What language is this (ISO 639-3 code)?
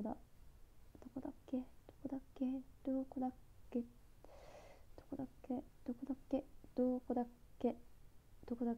jpn